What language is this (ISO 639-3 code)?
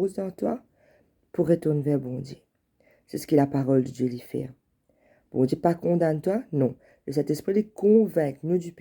mfe